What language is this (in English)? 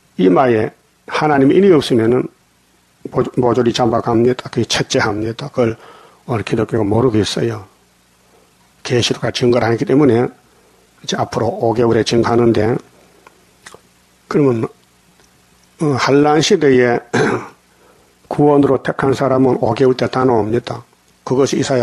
Korean